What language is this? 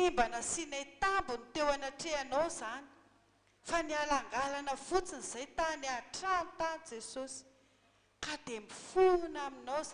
Malagasy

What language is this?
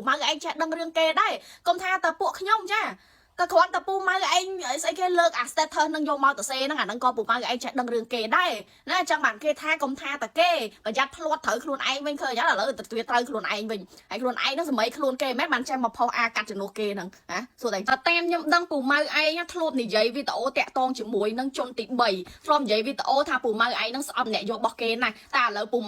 Khmer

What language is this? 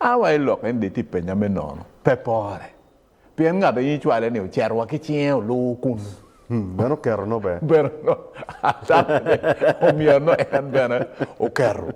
Acoli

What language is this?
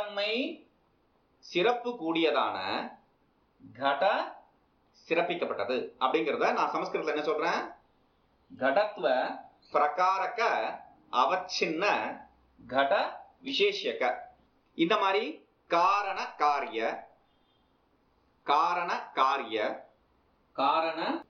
Tamil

